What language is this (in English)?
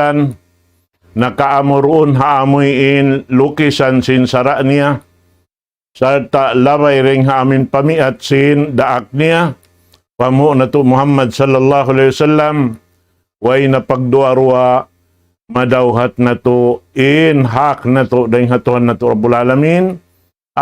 Tausug